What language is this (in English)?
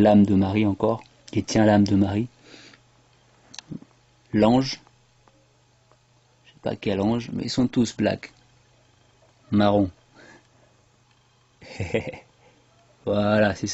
French